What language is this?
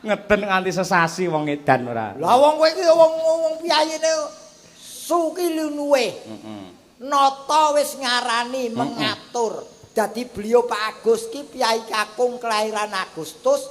Javanese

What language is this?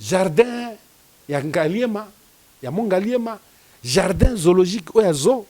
Lingala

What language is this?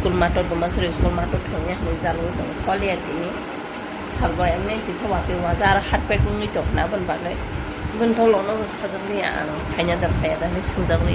Kok Borok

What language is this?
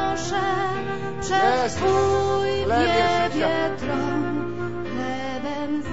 Polish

